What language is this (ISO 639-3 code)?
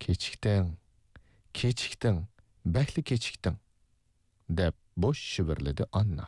uig